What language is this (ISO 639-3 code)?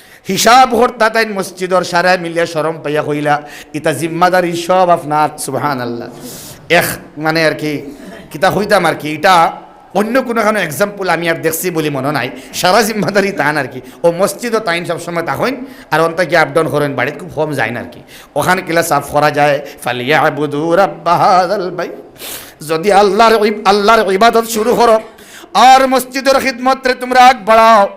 syl